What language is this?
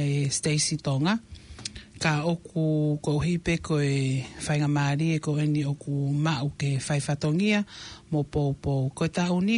Tongan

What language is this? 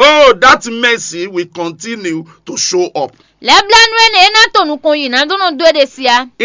Fon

